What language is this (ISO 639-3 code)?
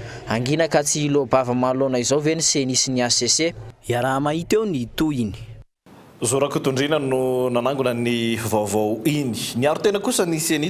mlg